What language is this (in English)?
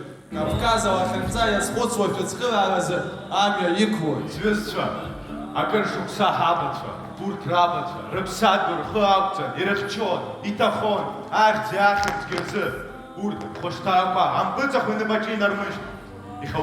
Abkhazian